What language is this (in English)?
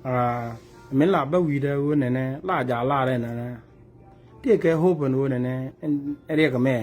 Nuer